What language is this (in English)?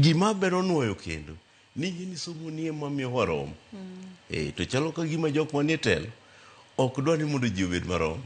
Luo (Kenya and Tanzania)